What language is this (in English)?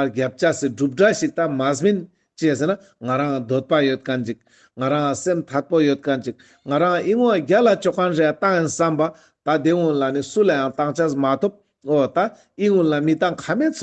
Ladakhi